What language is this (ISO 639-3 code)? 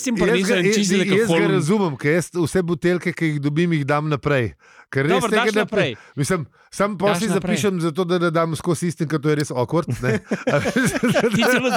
slv